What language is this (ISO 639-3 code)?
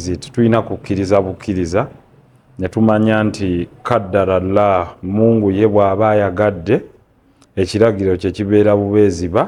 lug